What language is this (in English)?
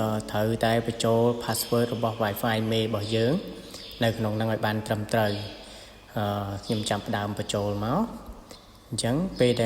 Khmer